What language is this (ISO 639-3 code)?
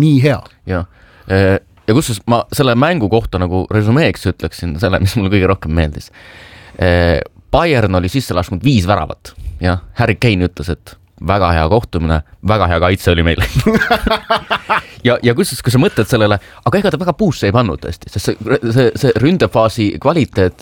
est